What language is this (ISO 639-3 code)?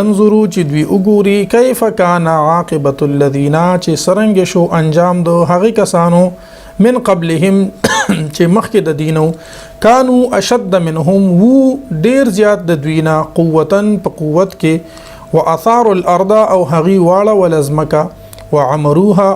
pus